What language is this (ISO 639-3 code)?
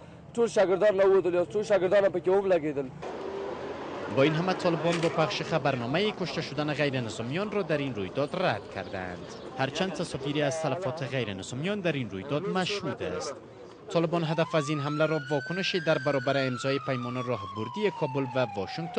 fas